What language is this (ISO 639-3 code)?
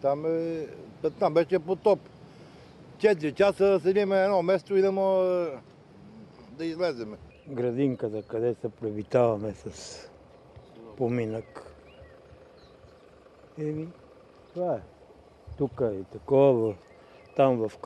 bul